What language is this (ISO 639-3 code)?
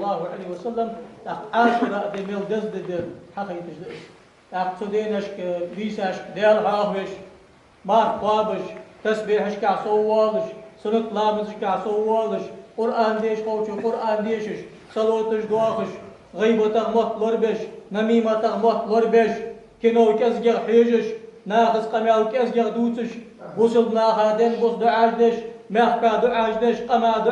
inh